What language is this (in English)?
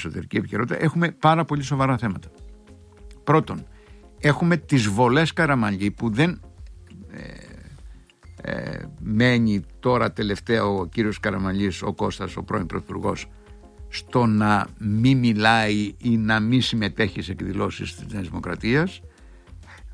Greek